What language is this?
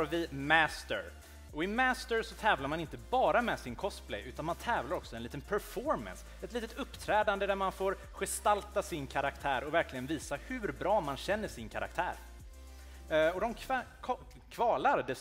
Swedish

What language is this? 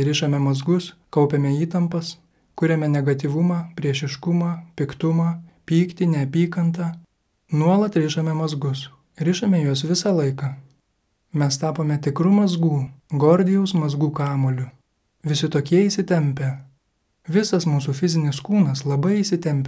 Lithuanian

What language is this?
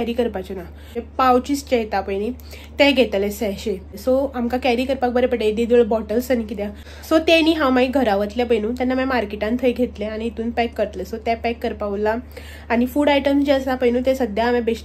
Konkani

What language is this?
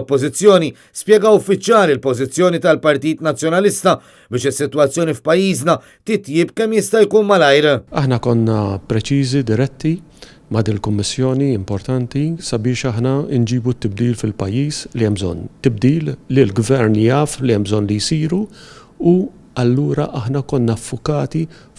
Maltese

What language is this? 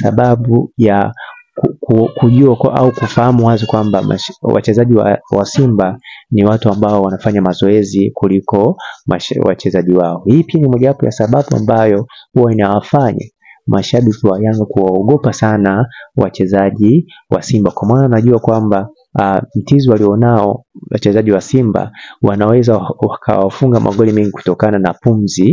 Swahili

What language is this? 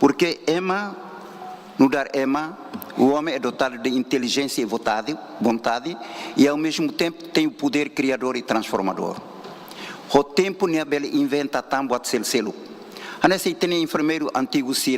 Tetum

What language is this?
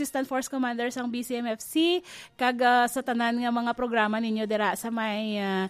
Hiligaynon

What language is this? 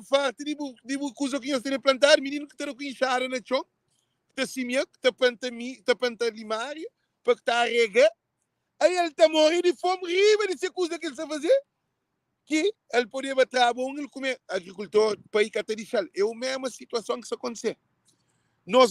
Kabuverdianu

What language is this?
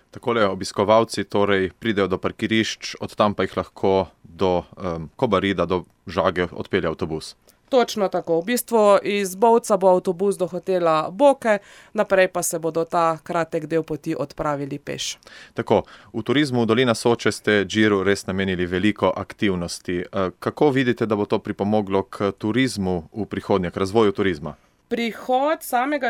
Slovenian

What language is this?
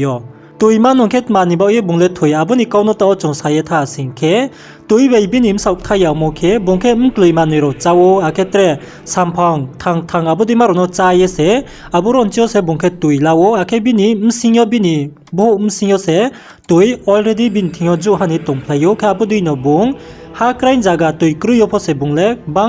Riang (India)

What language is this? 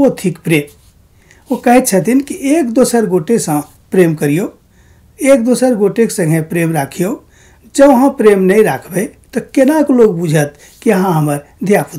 Maithili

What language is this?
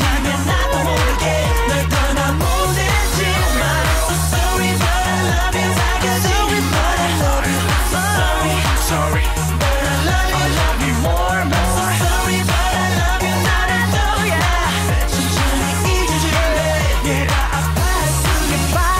Korean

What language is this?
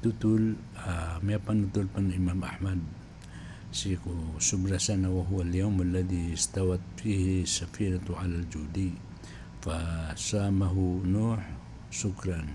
Maranao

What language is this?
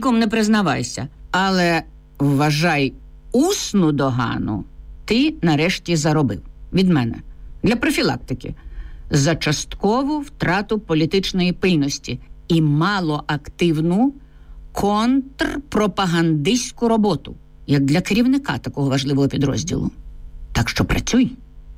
Ukrainian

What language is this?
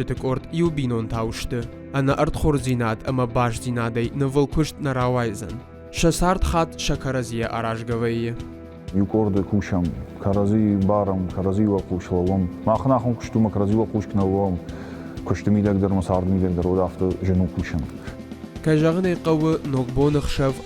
Ossetic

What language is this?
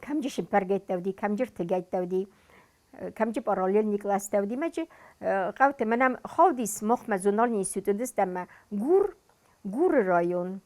Ossetic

